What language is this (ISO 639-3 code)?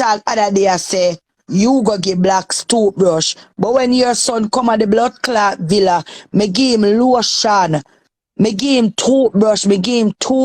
jam